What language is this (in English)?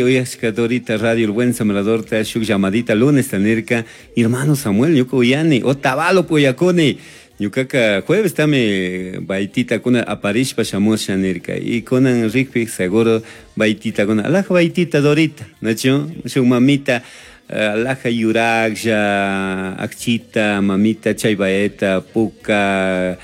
Chimborazo Highland Quichua